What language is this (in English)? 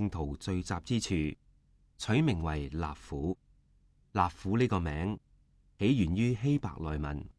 Cantonese